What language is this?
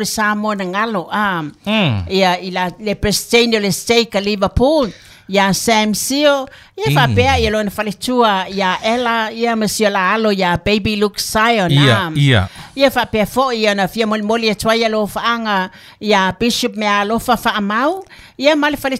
Samoan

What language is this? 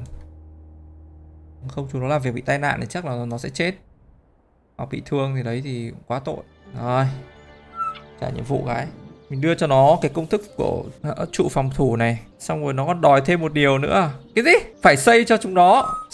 Vietnamese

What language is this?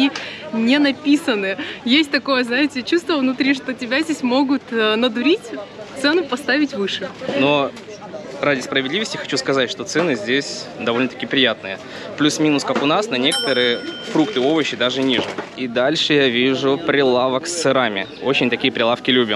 Russian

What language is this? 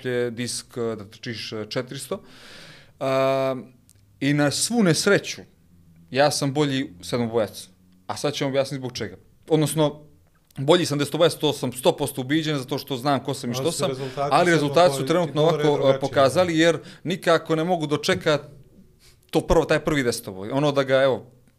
Bosnian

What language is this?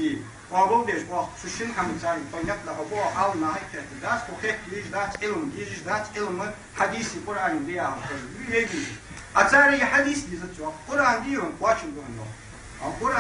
Ingush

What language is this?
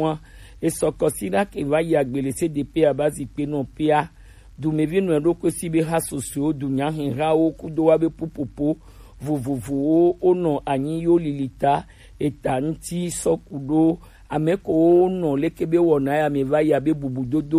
Gen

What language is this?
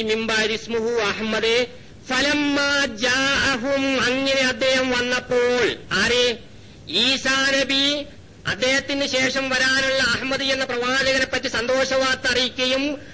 Malayalam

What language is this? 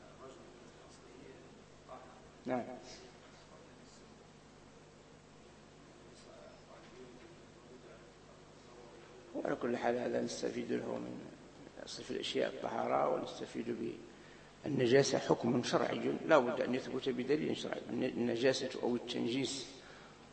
Arabic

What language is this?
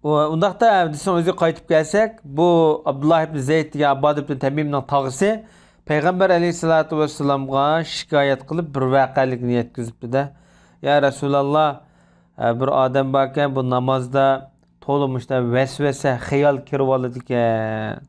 Uyghur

